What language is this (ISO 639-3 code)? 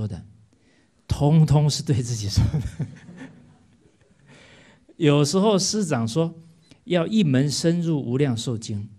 zho